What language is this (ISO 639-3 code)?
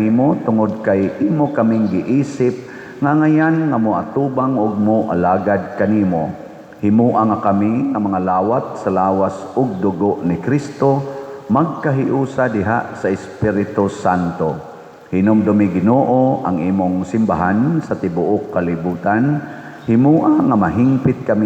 ceb